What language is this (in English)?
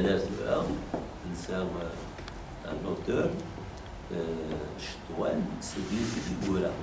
Kabyle